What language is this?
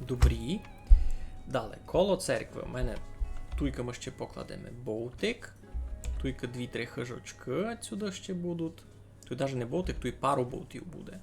Rusyn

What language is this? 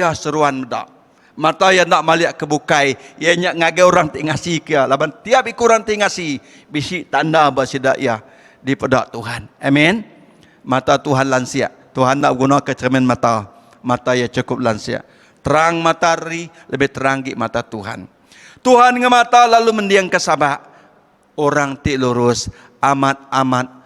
Iban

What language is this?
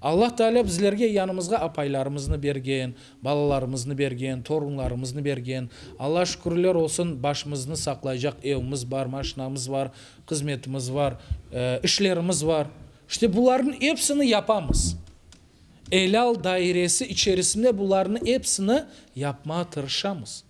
Crimean Tatar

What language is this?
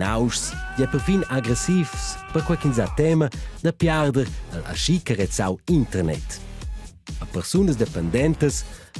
Romansh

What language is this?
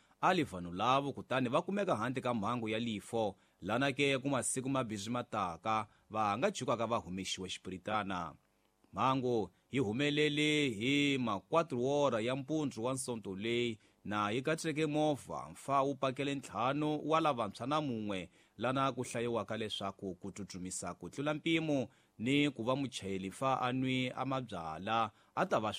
Tsonga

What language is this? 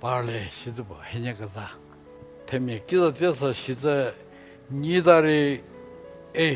Angami Naga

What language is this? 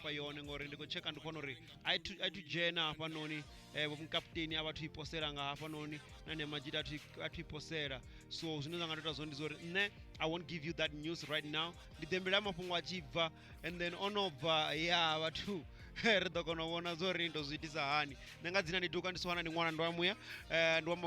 Venda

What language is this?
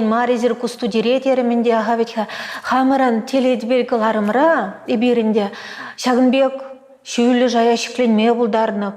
Chuvash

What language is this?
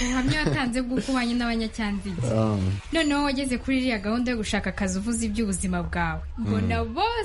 Kinyarwanda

